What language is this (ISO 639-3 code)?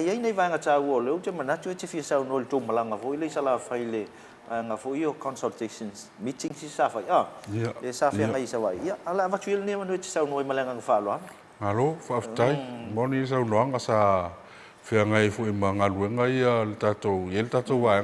smo